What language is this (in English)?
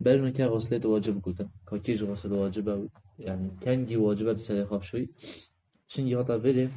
Kurdish